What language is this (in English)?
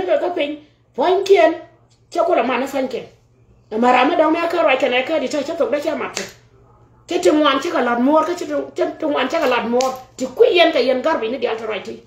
Nuer